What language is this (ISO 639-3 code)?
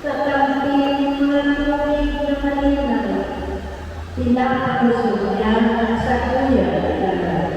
bik